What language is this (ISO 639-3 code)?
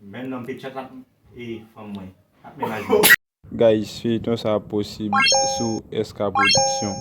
hat